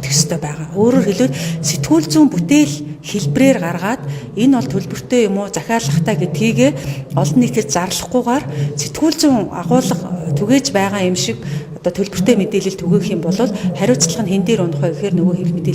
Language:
Mongolian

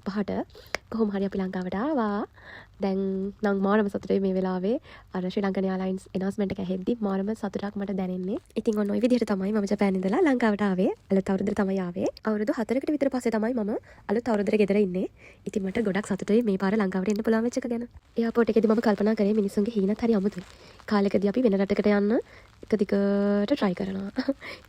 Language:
Sinhala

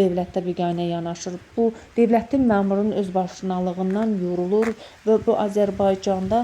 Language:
Azerbaijani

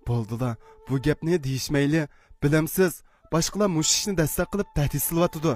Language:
Uyghur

